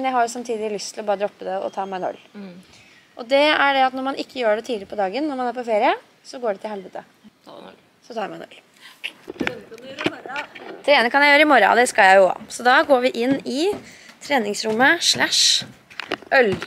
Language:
Norwegian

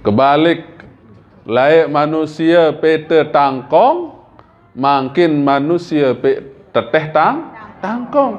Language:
Sasak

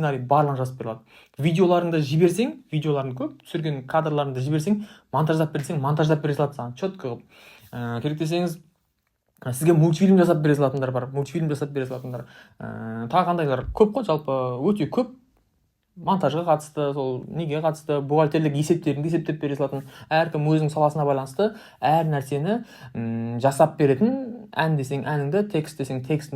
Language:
Kazakh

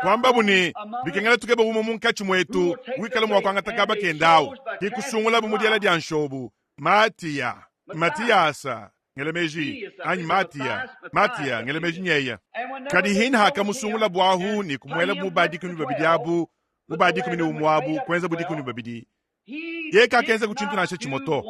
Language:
Luba-Lulua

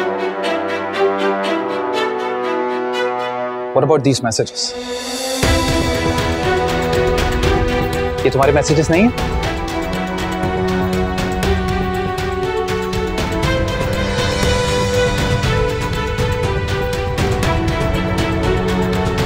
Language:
Hindi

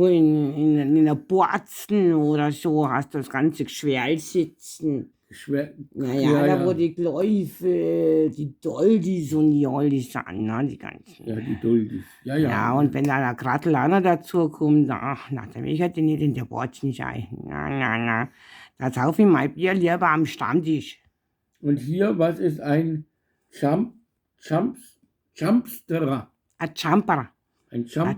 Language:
Bavarian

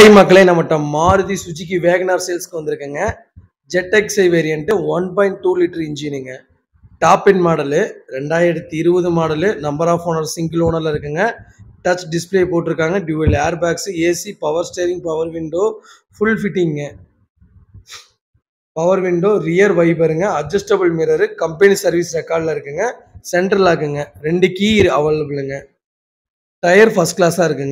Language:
Tamil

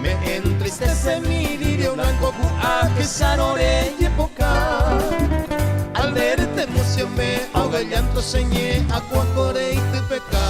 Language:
Guarani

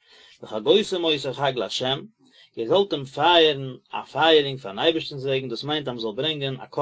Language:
Yiddish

